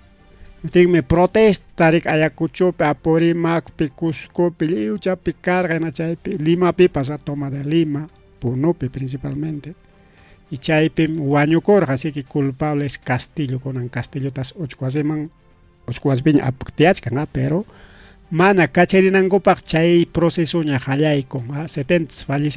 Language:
Ayacucho Quechua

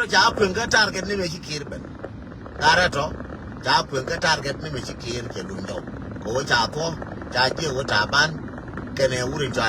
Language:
Nuer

